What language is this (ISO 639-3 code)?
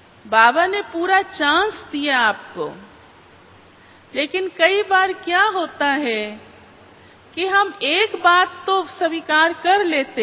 hin